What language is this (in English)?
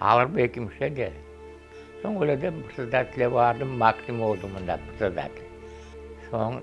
Crimean Tatar